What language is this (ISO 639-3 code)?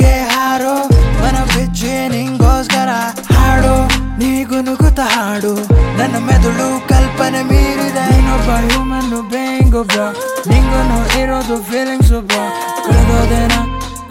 kan